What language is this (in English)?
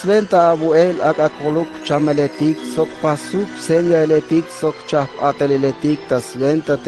Tzeltal